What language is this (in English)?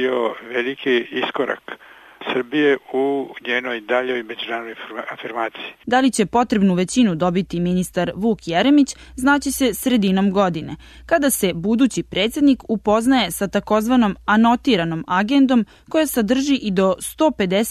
Serbian